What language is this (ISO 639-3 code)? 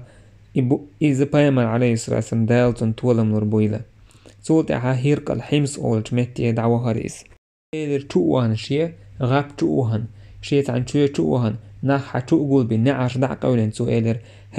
che